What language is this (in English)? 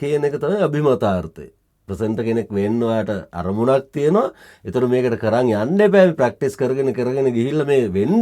Sinhala